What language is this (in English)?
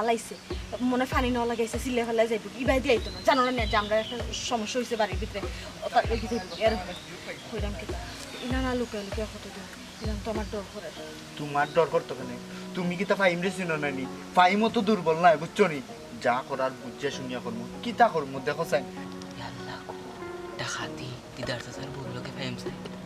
Sylheti